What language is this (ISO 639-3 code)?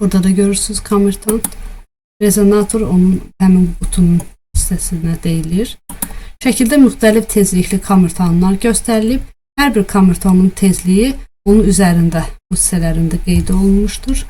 aze